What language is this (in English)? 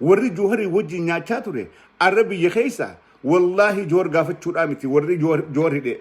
Oromo